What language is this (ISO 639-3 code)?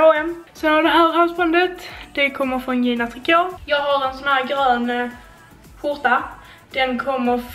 swe